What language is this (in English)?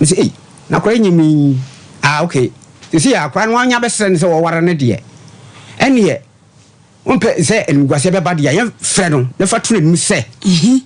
Akan